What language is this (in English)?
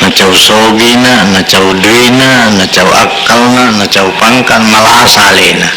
Buginese